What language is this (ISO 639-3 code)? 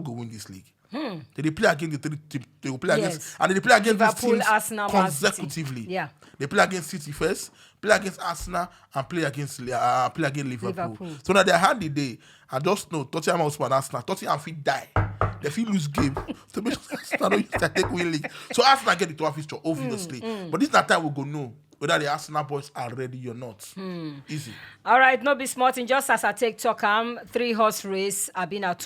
pcm